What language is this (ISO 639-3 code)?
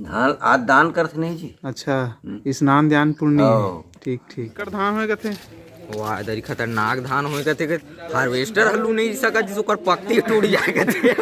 hne